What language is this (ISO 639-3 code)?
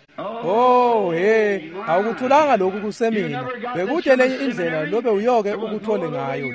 ssw